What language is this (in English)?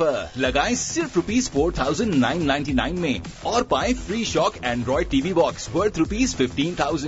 Urdu